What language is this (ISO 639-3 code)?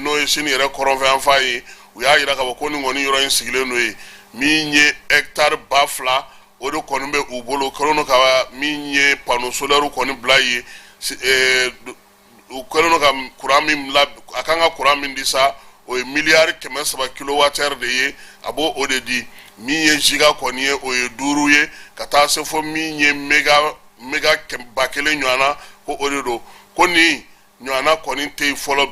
bam